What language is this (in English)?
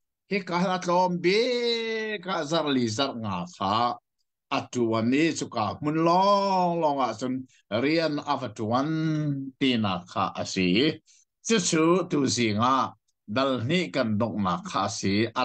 Hakha Chin